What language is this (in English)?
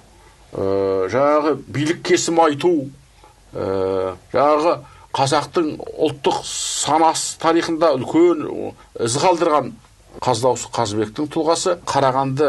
Kazakh